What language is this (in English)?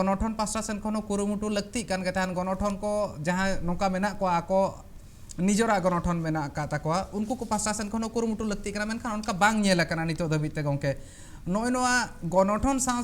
Santali